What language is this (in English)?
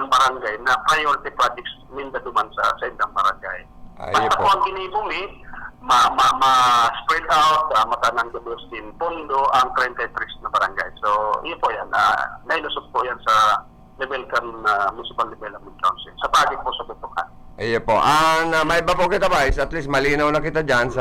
Bikol